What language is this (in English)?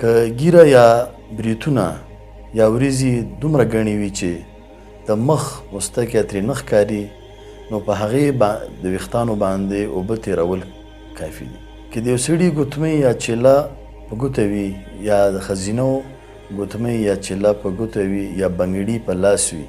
Pashto